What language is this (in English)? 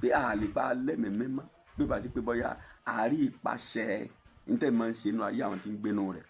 Yoruba